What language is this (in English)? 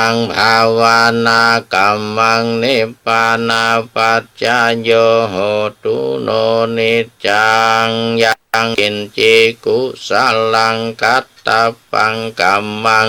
Pali